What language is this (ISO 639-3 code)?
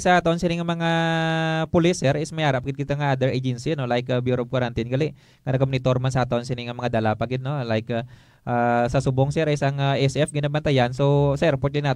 hil